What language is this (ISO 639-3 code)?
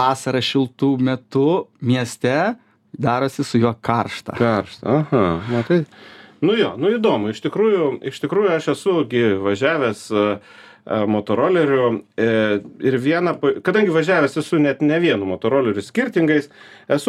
lit